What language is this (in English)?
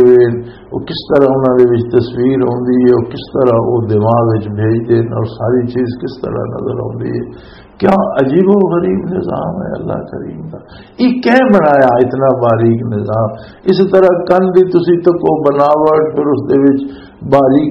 Western Panjabi